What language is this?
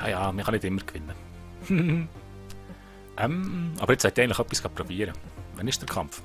Swiss German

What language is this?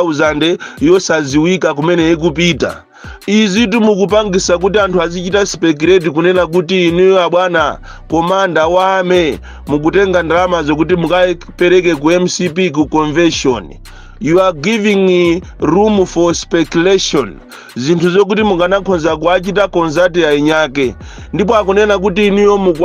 Nyanja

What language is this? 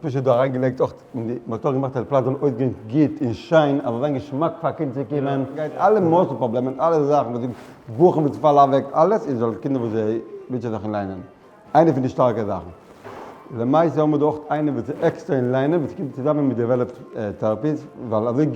Yiddish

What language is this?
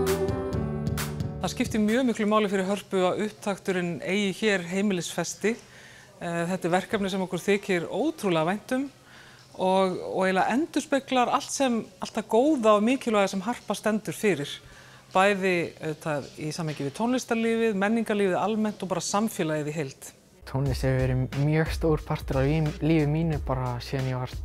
Icelandic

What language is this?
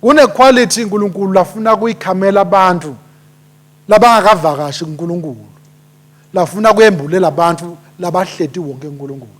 Swati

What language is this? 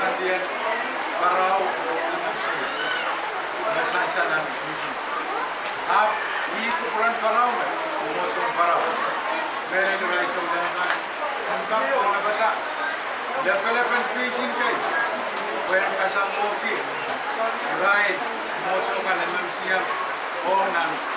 Pohnpeian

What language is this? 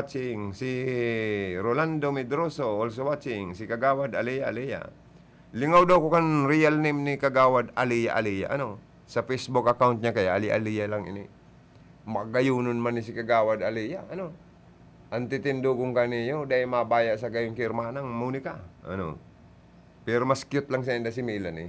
Bikol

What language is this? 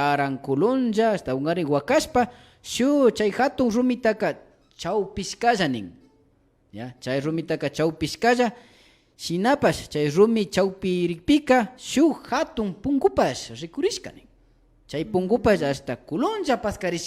Imbabura Highland Quichua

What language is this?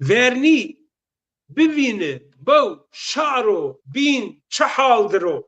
Zaza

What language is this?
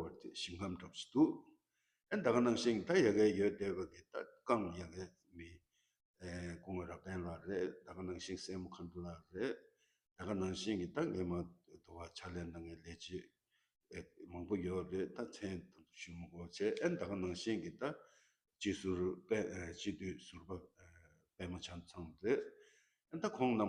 Tibetan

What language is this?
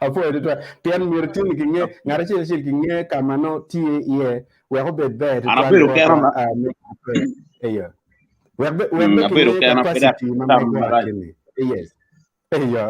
Acoli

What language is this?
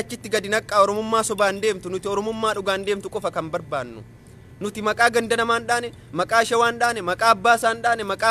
Oromo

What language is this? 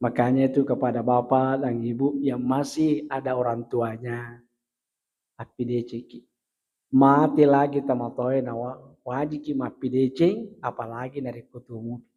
Buginese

